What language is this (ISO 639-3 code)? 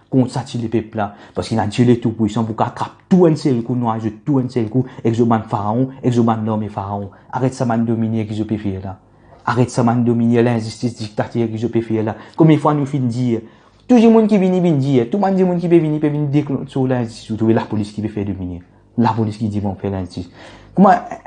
mfe